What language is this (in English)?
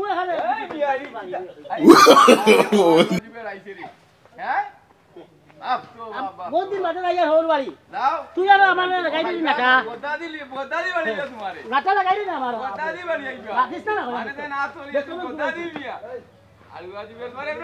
Sylheti